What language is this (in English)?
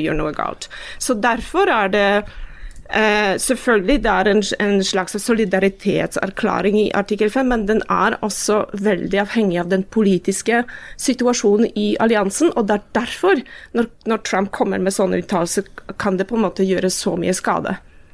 Norwegian